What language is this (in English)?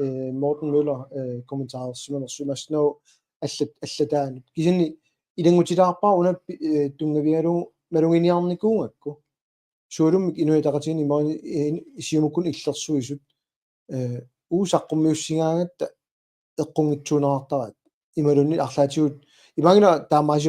Kalaallisut